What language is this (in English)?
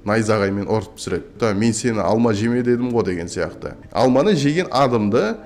Kazakh